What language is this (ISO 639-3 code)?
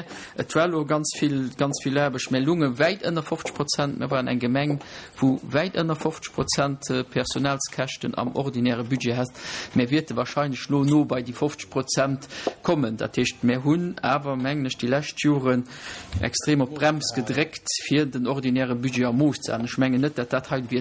ltz